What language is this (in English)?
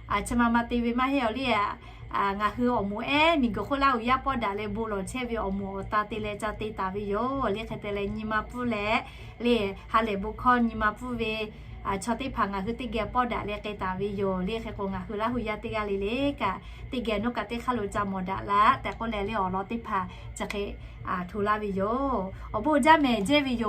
Lahu